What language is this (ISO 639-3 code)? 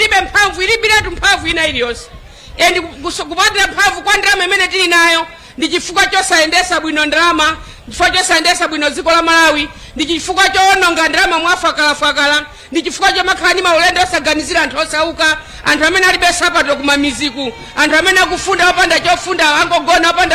nya